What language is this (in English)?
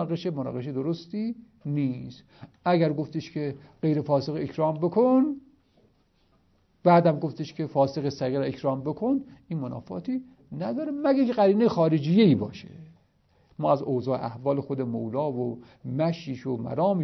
Persian